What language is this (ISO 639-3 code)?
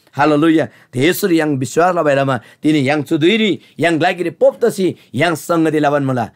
taj